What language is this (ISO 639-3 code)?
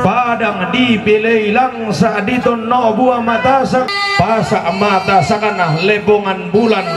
sda